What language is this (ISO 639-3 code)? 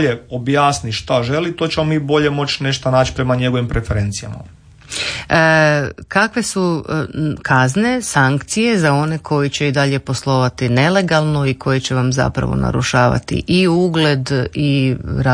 hrv